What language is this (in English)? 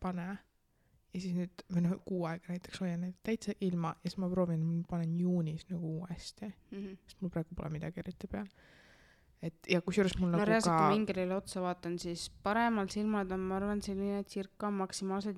Estonian